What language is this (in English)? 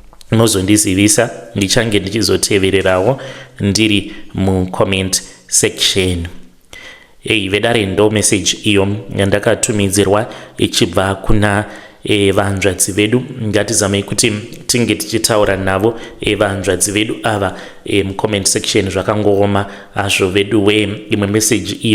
Shona